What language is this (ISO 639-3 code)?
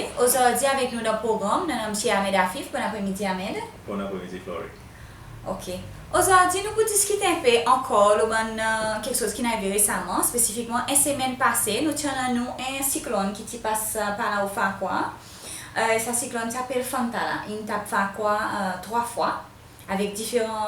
crs